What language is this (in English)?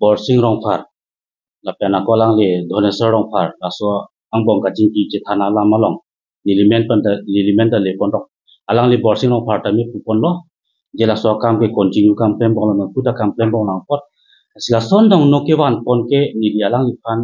Karbi